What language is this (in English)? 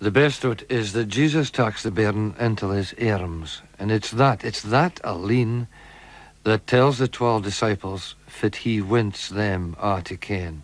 Scots